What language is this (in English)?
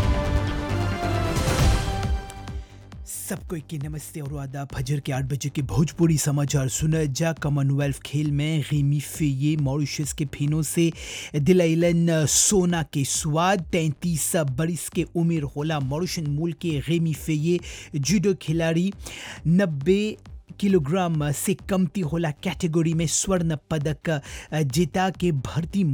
Bhojpuri